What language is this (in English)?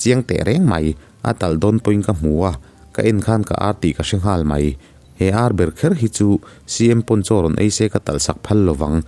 Mizo